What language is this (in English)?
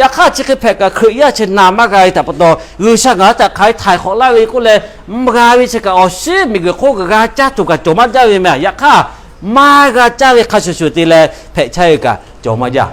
Lahu